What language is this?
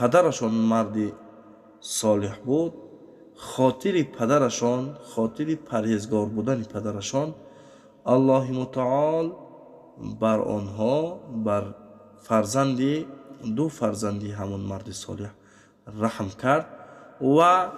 Tajik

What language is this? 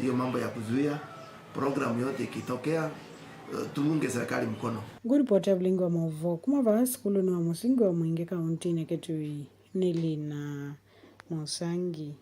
Kamba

